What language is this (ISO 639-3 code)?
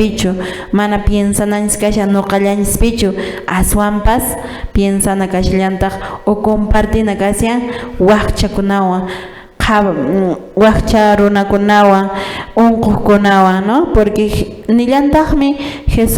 que